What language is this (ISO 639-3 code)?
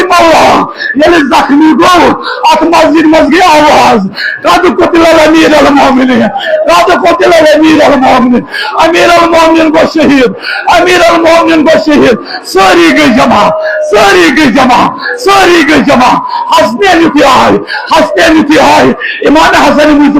kas